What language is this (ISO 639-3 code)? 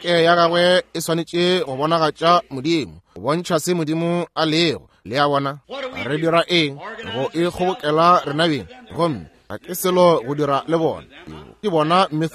nso